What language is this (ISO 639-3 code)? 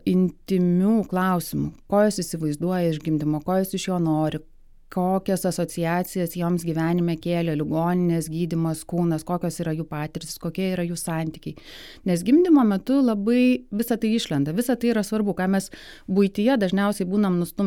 lit